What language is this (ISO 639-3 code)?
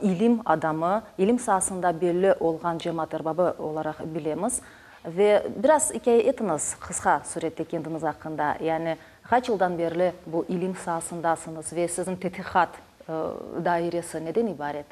crh